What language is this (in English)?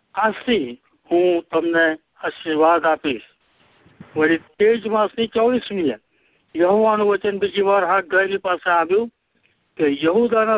Gujarati